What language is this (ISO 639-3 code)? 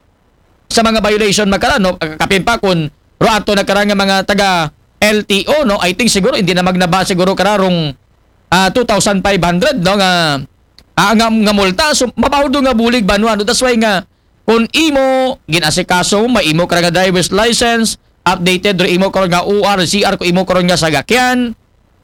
akl